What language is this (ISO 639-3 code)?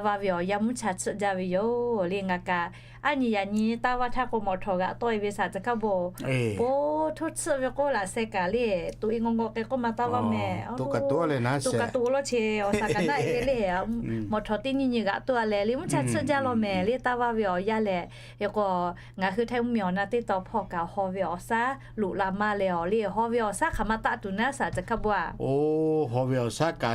lhu